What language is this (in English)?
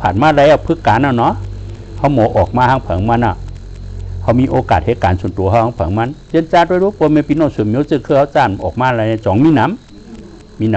Shan